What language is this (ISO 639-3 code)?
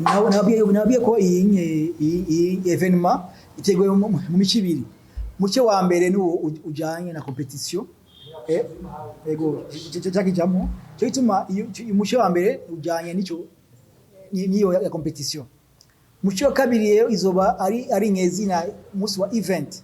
run